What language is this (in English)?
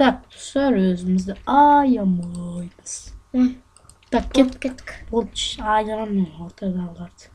Kazakh